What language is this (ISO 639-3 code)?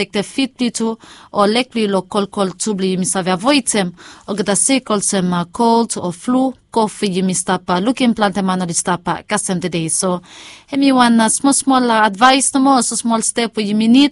bis